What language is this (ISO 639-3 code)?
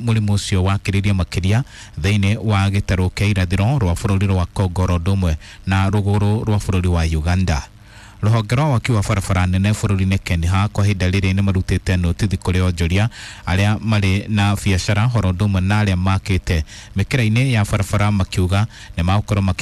kik